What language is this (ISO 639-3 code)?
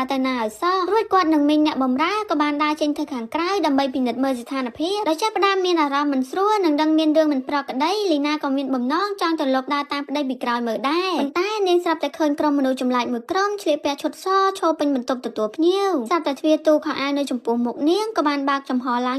khm